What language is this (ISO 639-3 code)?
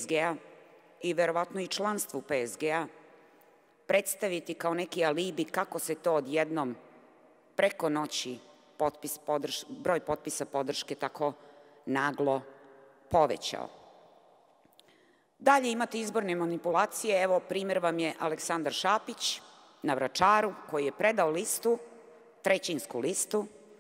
srp